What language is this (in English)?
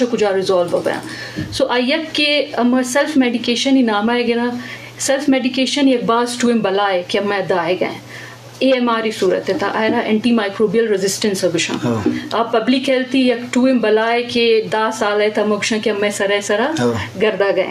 Eastern Balochi